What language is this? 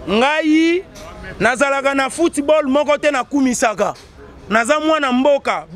Lingala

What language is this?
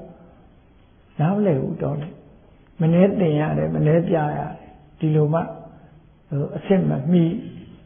Burmese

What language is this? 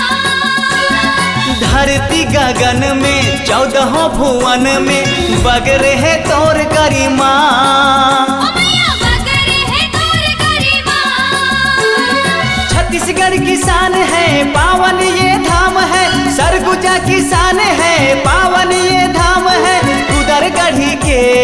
Chhattisgarhi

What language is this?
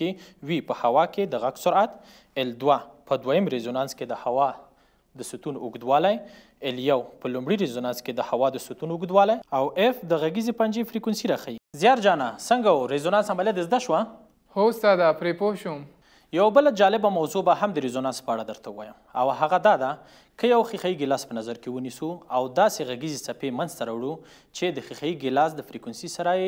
Pashto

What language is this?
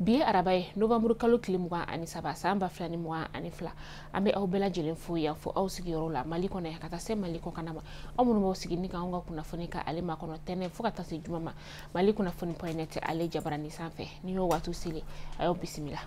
Bambara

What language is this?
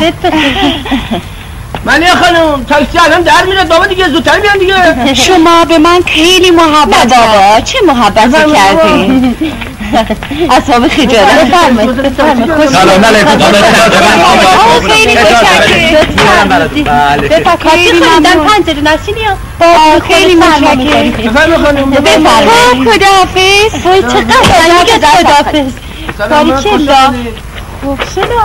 Persian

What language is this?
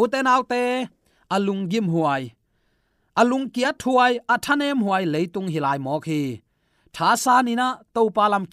Tedim Chin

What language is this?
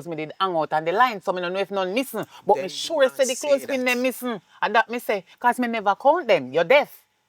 Jamaican Creole English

